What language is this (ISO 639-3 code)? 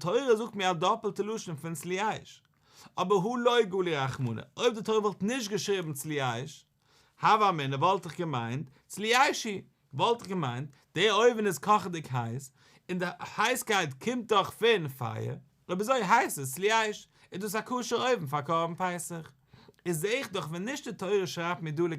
yid